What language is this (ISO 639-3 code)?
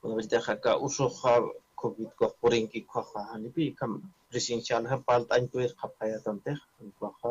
aym